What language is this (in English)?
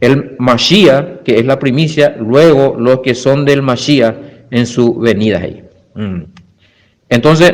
Guarani